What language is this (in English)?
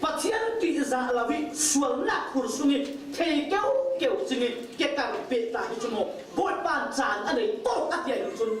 Falam Chin